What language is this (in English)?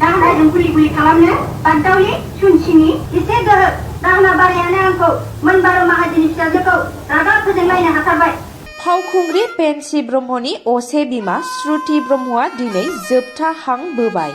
Bodo